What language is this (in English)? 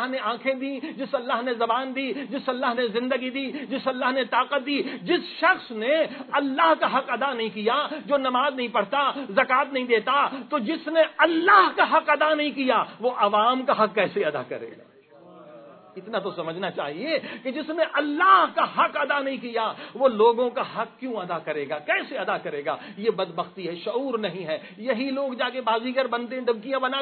Urdu